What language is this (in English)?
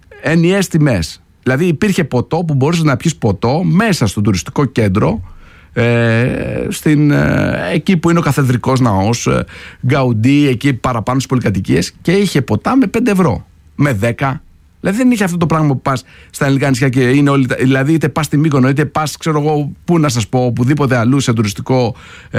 Greek